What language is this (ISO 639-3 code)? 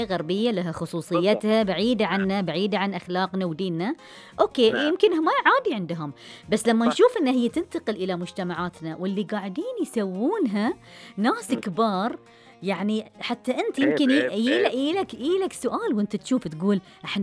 ara